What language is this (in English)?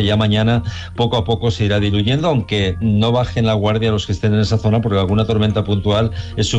Spanish